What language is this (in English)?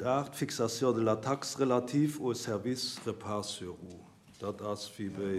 Luxembourgish